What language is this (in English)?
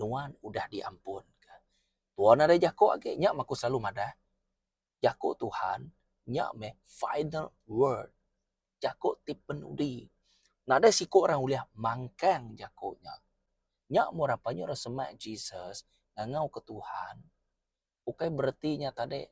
Iban